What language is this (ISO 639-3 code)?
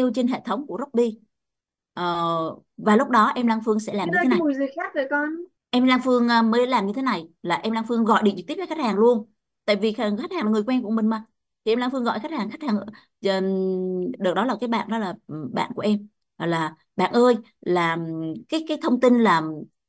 vie